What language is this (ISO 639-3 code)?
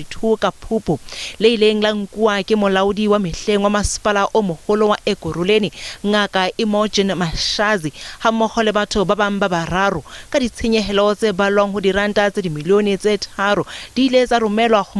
sot